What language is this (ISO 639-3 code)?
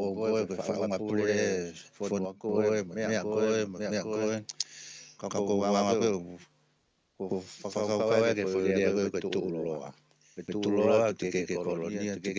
ton